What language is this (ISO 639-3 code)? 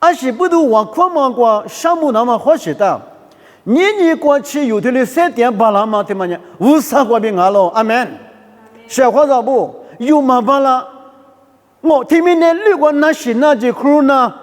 lis